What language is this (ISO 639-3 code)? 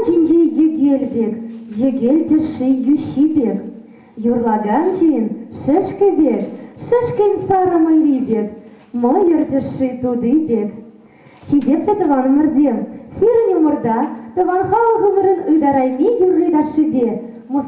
chv